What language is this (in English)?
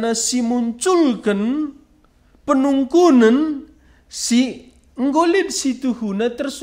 Batak Karo